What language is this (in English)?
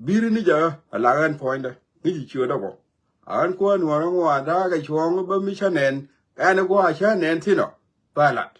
Nuer